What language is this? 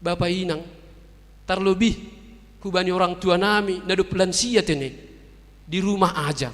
Batak Simalungun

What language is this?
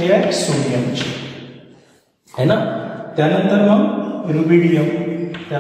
Marathi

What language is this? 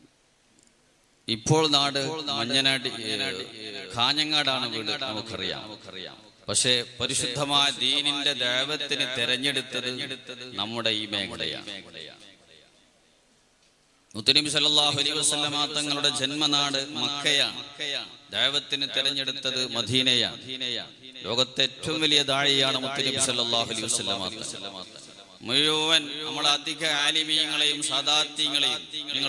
Malayalam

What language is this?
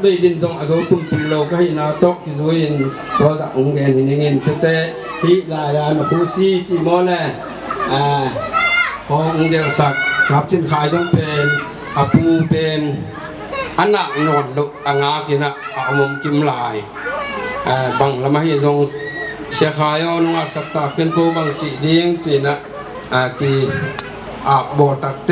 Tedim Chin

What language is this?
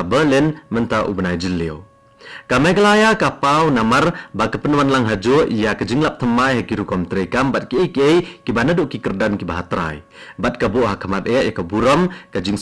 Khasi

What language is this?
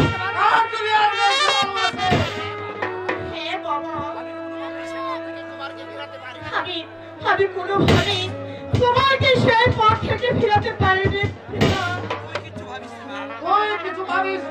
Bangla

